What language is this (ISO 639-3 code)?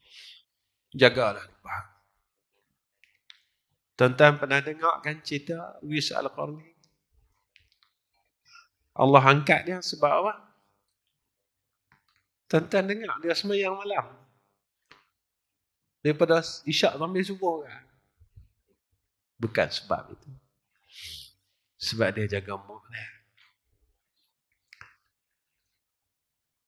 msa